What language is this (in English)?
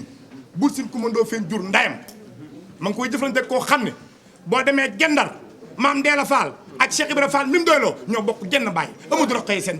Wolof